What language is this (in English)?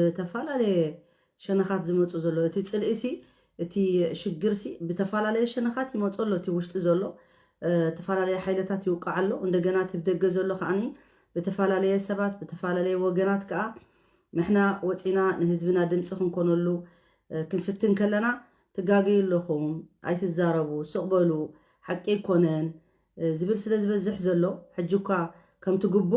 Tigrinya